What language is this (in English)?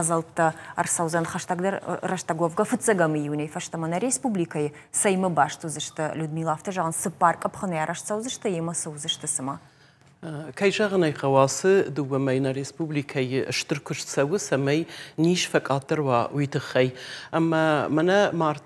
Ossetic